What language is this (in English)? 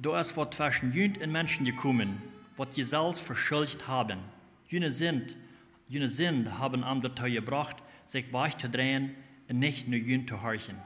Plautdietsch